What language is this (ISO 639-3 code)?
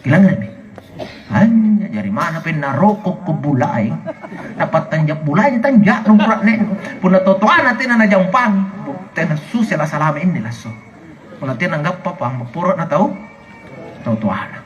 mak